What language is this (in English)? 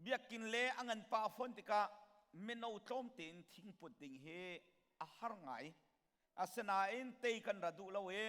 Hakha Chin